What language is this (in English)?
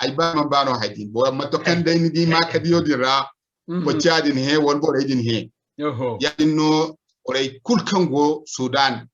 Zarma